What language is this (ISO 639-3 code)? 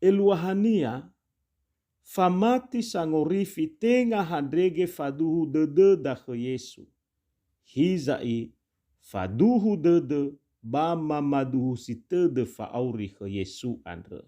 nia